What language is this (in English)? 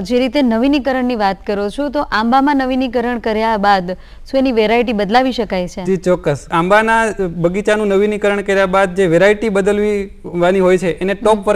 Gujarati